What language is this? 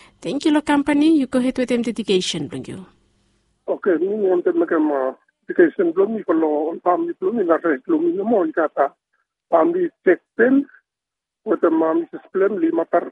Bislama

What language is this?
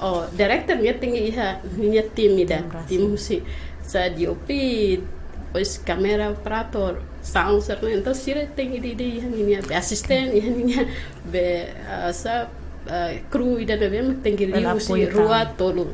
Tetum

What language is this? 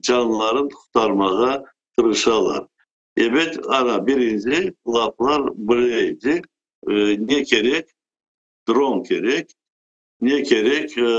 Crimean Tatar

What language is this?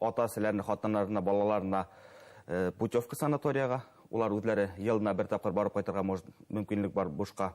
Bashkir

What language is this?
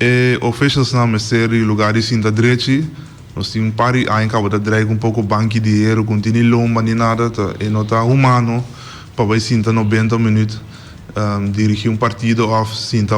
Papiamento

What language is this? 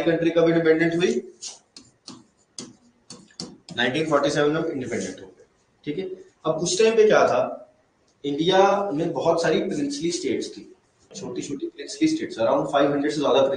Hindi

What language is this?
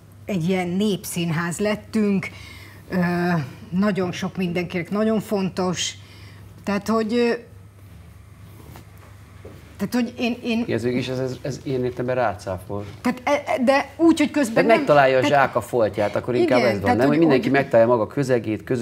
Hungarian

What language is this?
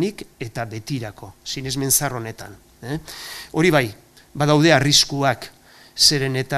Basque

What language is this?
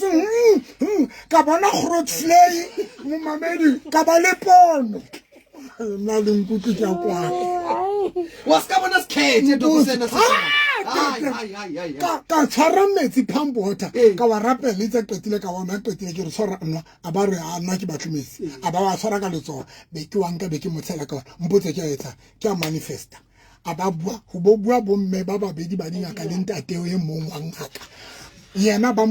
Southern Sotho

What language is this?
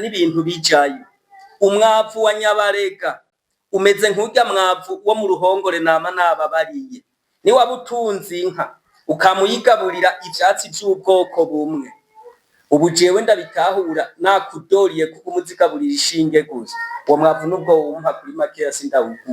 Rundi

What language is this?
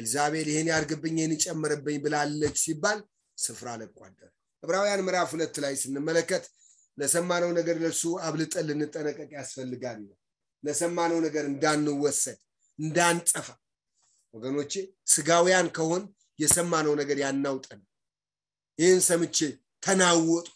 Amharic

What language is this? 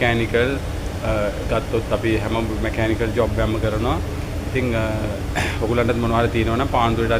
Sinhala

